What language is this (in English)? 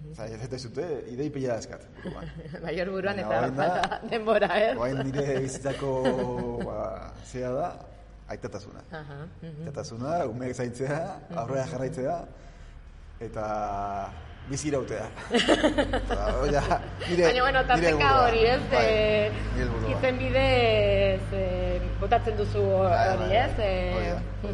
Basque